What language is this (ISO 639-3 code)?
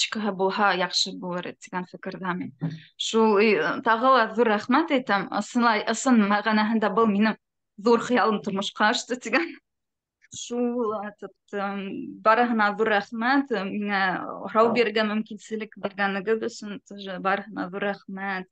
bak